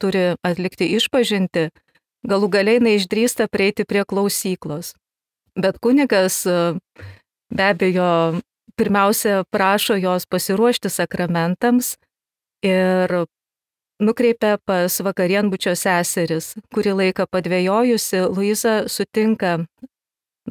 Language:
Lithuanian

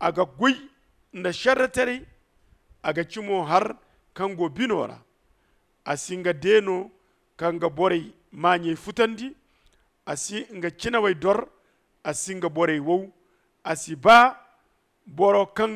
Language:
Zarma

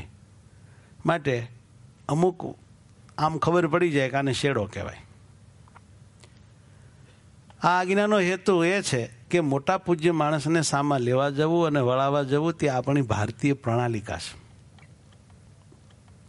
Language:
Gujarati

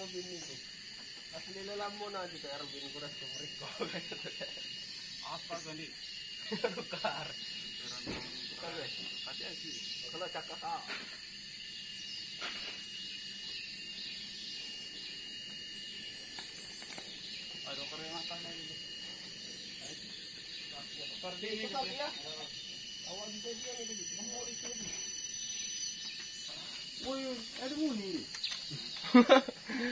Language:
Malay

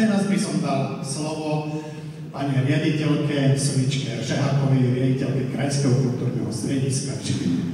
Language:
Slovak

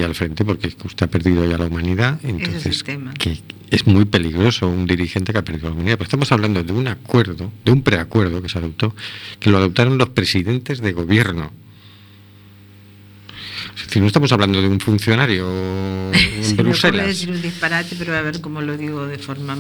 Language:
Spanish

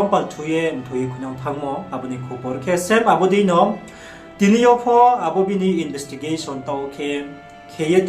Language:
Riang (India)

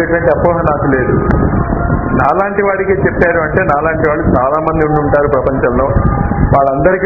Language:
Telugu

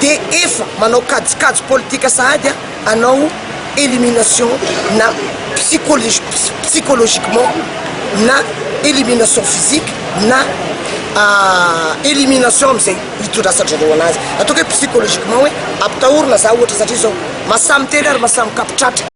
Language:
Malagasy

